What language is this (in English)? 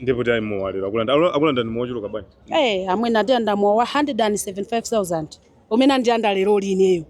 Nyanja